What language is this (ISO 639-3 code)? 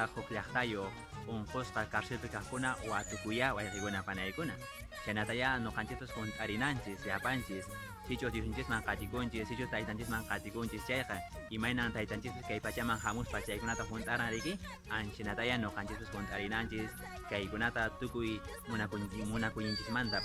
que